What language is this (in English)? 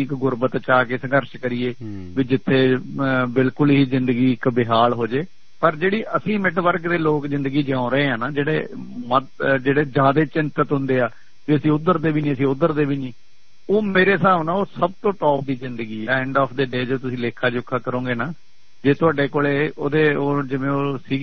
Punjabi